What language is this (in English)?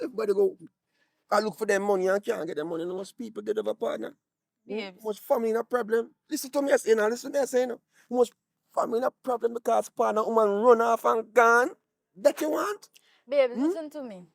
Jamaican Creole English